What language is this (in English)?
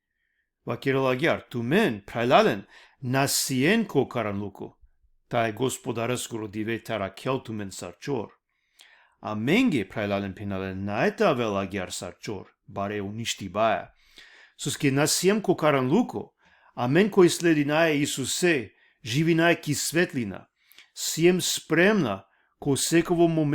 Balkan Romani